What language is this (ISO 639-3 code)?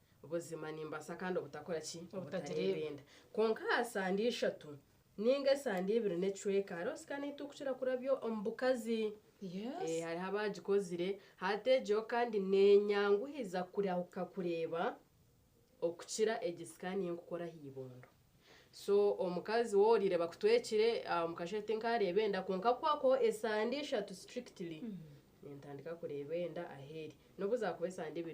nyn